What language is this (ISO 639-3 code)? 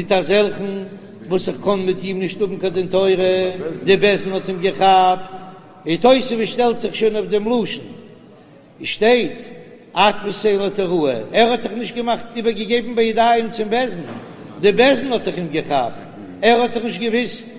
yid